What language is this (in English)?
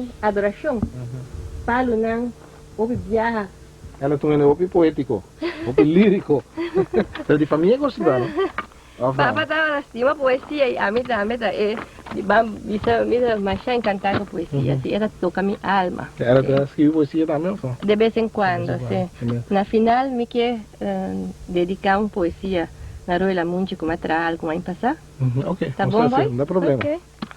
Papiamento